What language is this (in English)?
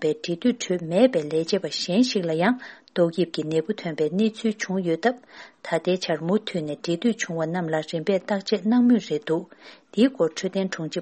Tibetan